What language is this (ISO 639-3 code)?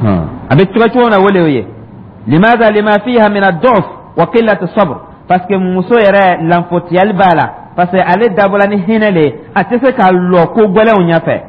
dyu